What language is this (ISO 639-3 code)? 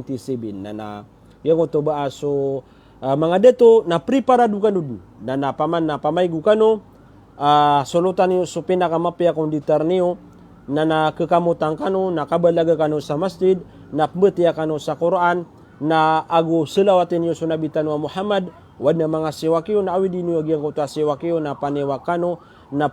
mrw